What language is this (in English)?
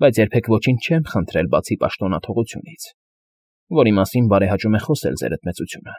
Armenian